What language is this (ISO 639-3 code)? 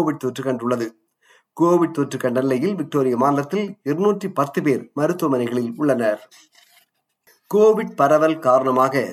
tam